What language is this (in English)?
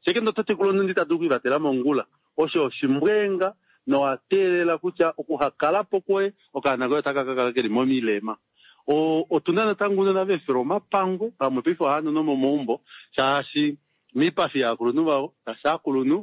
Kuanyama